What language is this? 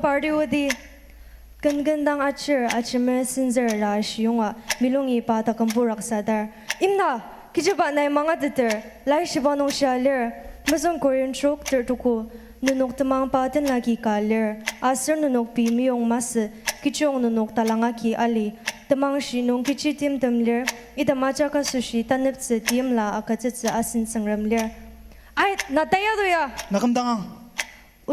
Ao Naga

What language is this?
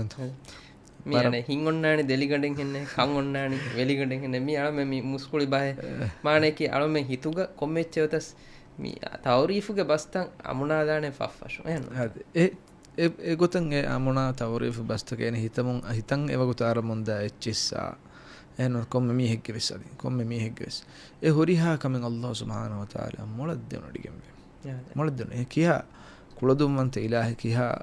Divehi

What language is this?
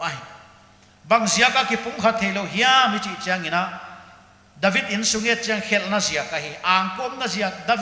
Paite Chin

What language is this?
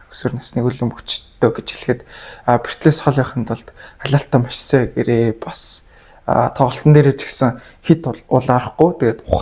Mongolian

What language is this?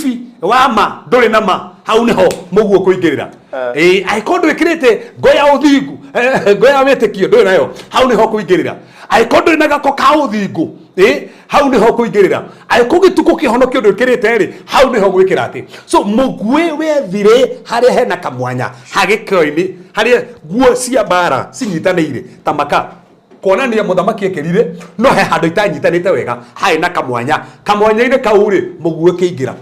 Kikuyu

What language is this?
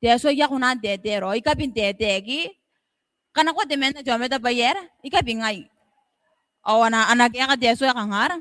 Gilbertese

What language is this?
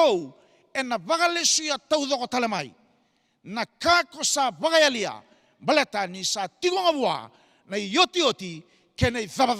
Fijian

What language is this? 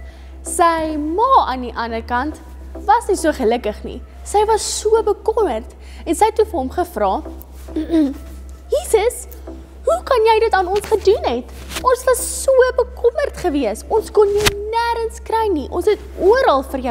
Afrikaans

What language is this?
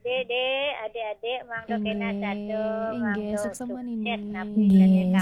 Balinese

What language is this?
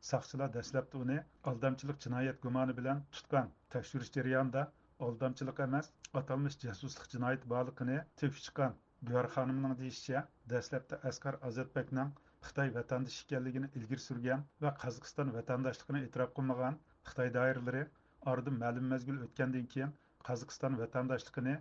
Uyghur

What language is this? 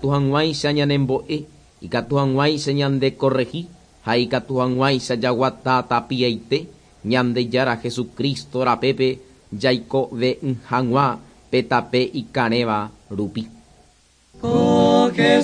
Guarani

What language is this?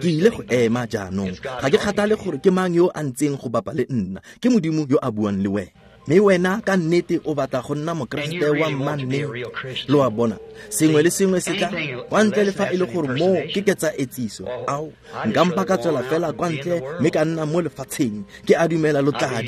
Tswana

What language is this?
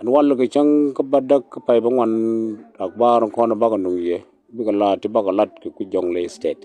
Nuer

